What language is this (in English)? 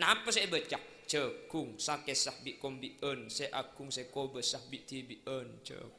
Madurese